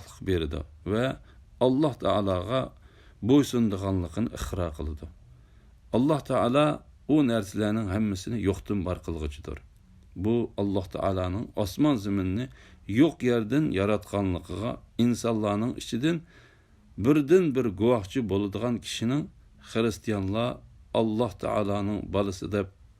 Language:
Uyghur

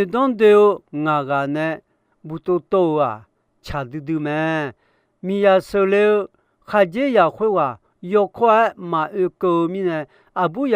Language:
Akha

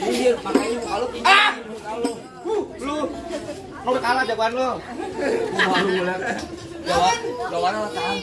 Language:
Betawi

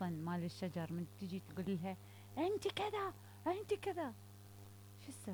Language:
Mesopotamian Arabic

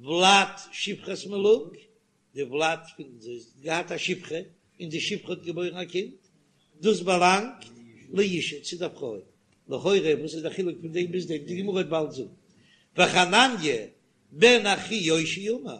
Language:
Yiddish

